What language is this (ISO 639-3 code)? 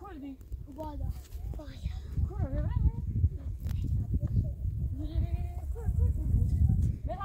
fas